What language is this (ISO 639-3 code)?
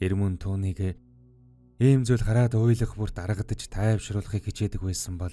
mon